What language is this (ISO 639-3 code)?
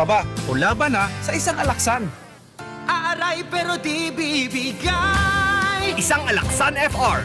bik